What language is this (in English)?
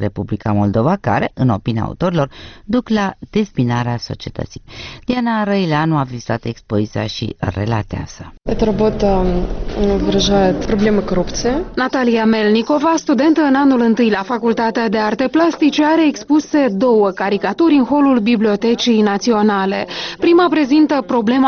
Romanian